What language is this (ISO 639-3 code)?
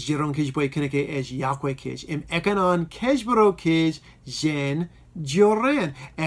mah